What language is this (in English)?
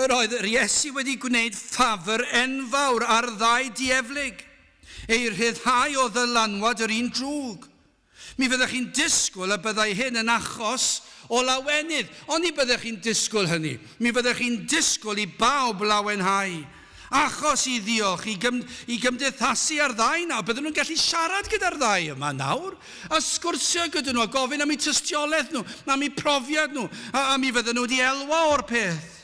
Welsh